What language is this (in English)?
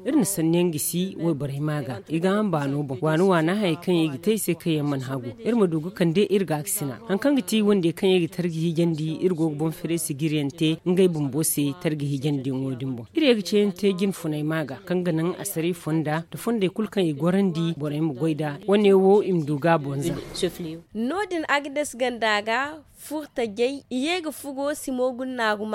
Zarma